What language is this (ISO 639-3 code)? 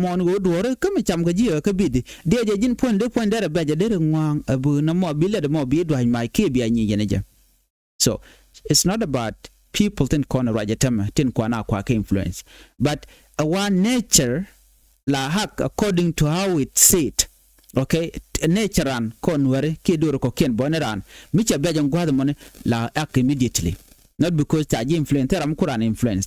nus